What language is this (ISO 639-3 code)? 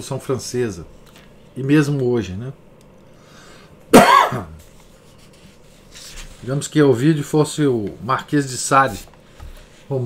por